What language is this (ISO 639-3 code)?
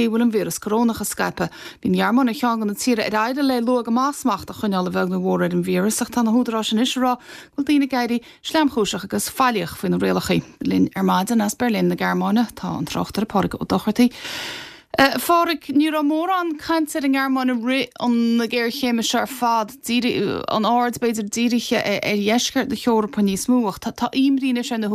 gle